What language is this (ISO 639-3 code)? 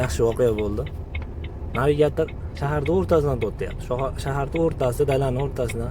uzb